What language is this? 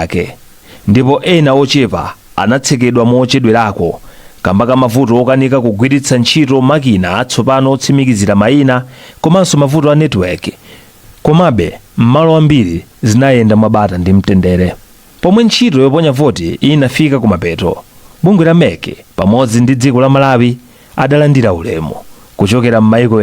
Nyanja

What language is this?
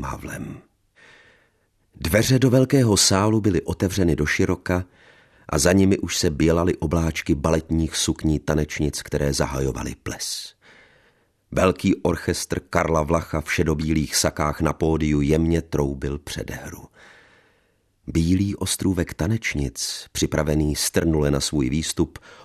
Czech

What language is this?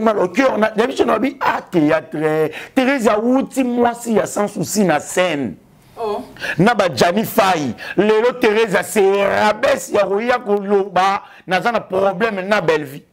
Lingala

